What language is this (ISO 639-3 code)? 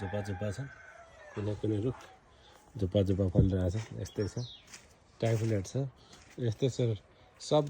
nep